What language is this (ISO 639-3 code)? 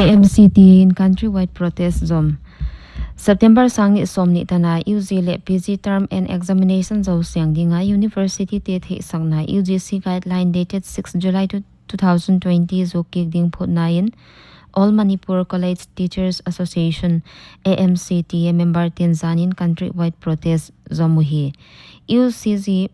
pck